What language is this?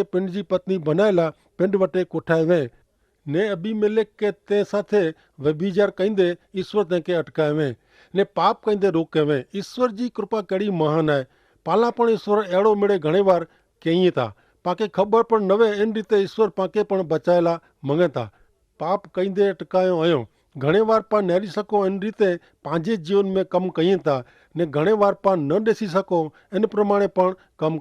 Kachhi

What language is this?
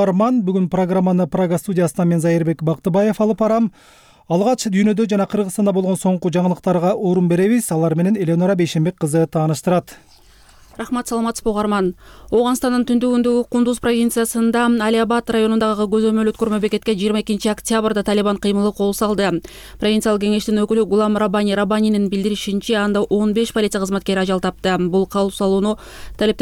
Kyrgyz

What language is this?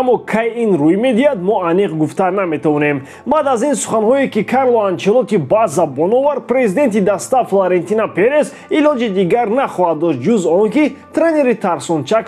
Tajik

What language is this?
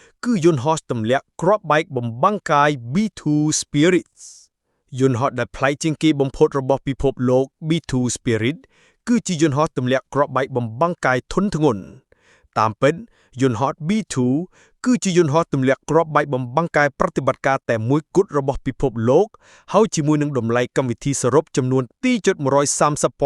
Khmer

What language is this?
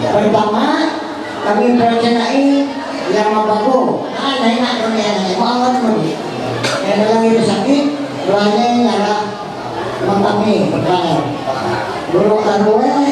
Ma'anyan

